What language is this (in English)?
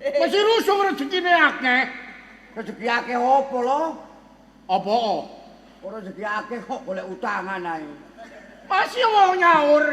Javanese